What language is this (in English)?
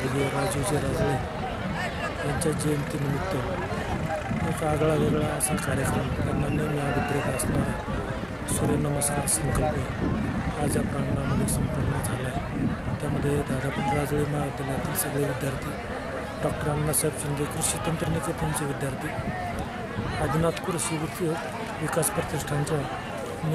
Marathi